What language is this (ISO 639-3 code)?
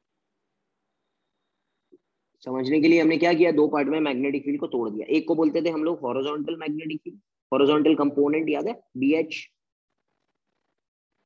hin